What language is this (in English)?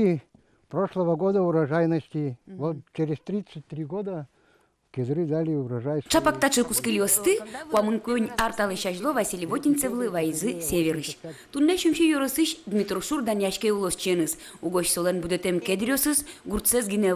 Udmurt